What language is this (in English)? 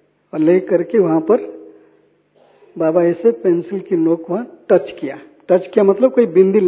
Hindi